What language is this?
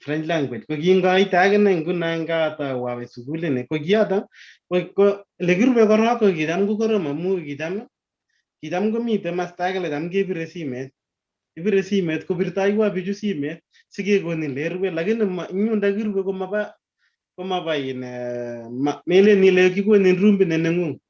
Kalenjin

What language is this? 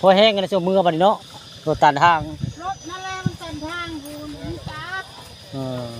Northeastern Thai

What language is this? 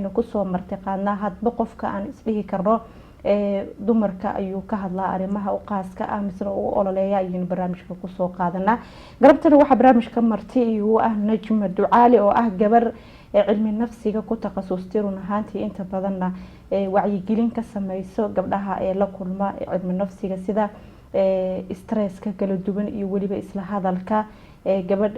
Somali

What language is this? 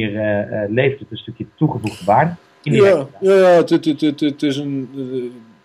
Dutch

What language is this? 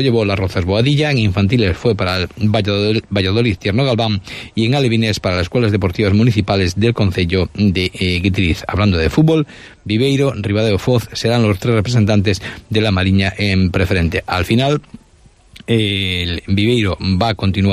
Spanish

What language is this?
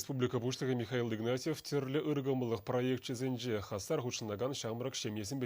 Chuvash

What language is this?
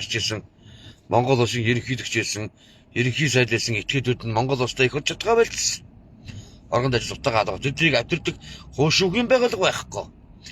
Mongolian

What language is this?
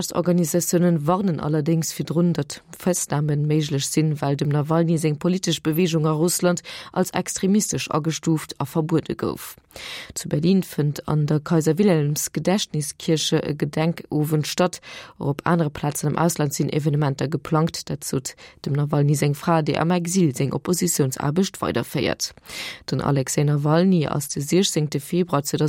Luxembourgish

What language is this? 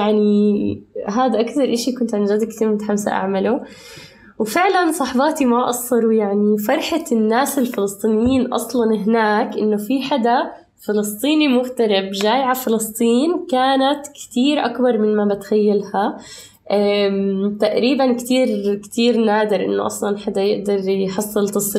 North Levantine Arabic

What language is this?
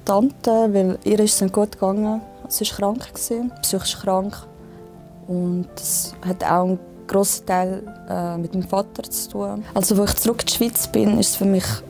Swiss German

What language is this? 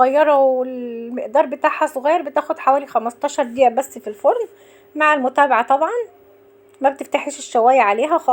Egyptian Arabic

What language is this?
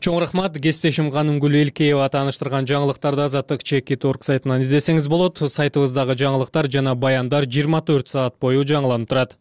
Kyrgyz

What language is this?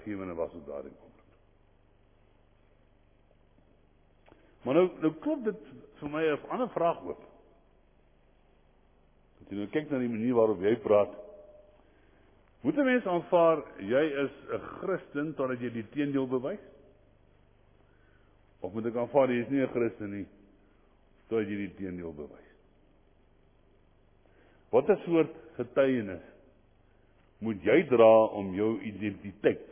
Afrikaans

